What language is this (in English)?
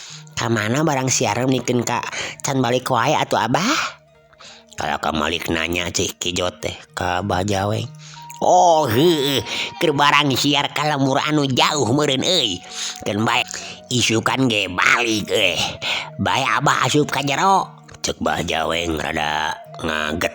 Sundanese